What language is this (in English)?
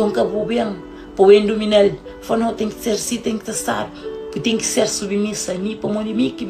Kabuverdianu